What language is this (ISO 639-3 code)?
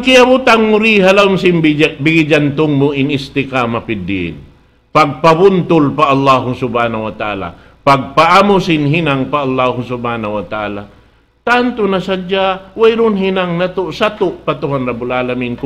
tsg